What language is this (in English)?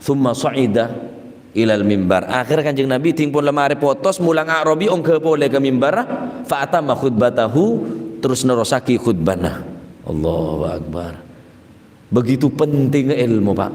Madurese